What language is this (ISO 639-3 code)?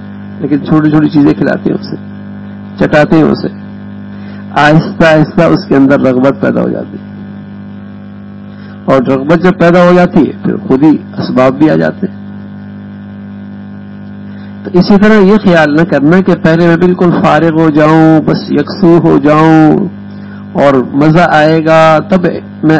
urd